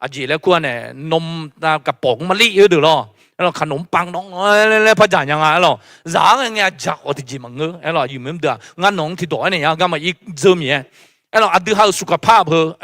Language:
Akha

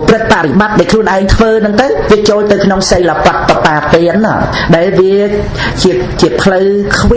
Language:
Khmer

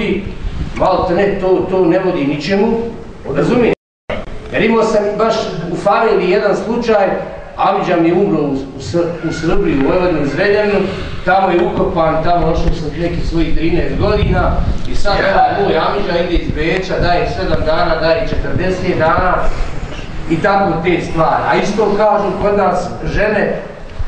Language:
Bosnian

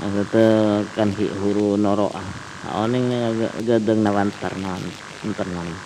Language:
Madurese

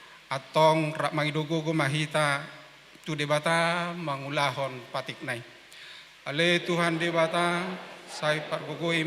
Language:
Batak Toba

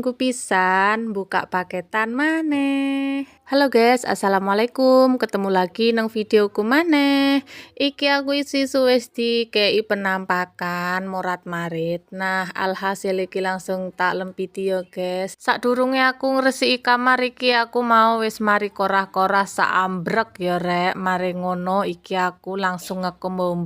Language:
Javanese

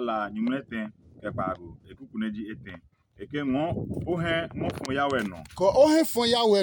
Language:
Adangme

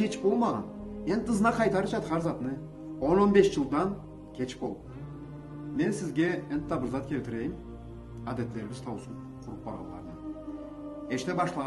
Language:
Karachay-Balkar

